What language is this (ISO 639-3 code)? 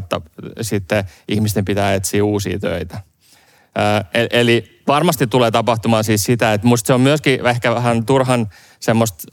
fin